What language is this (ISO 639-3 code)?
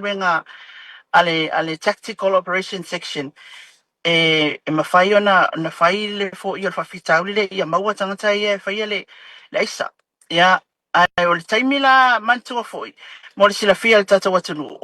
smo